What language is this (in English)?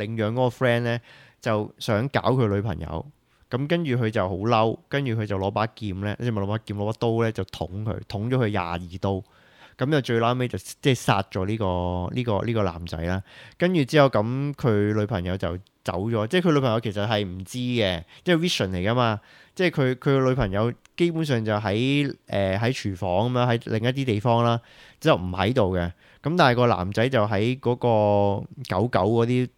Cantonese